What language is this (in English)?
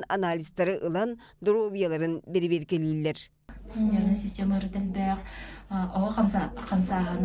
Yakut